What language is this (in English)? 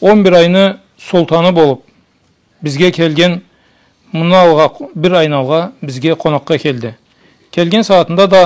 Karachay-Balkar